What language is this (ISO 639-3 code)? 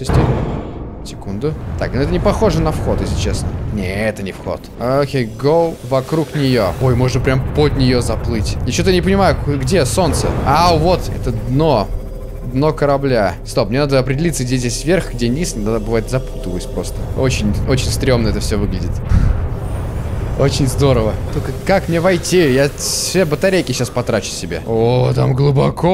rus